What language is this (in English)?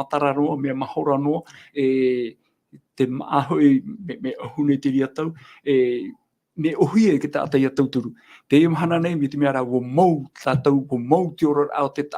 Tahitian